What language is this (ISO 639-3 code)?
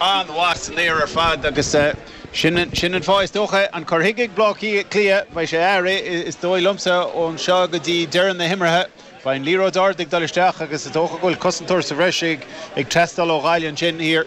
gle